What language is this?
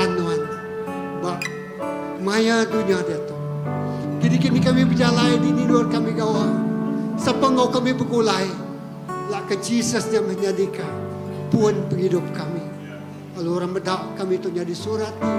Iban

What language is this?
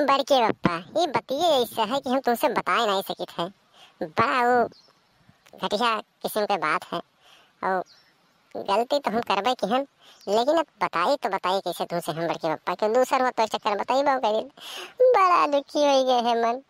Awadhi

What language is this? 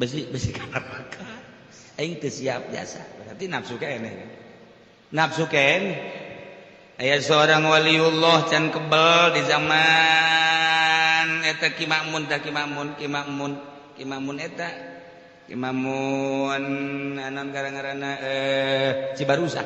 Sundanese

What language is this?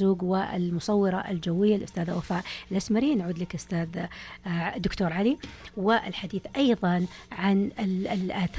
Najdi Arabic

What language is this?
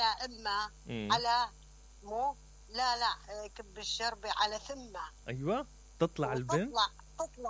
Mesopotamian Arabic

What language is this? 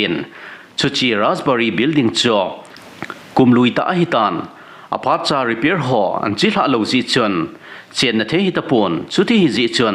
Thado Chin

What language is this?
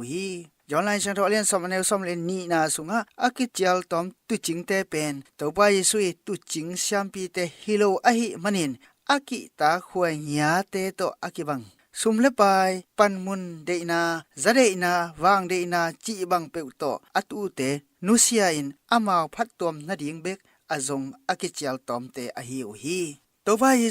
Tedim Chin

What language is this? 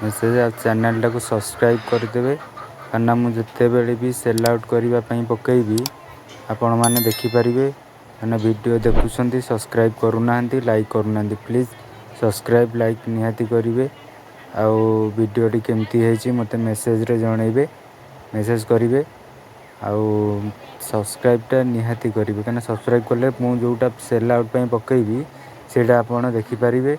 Odia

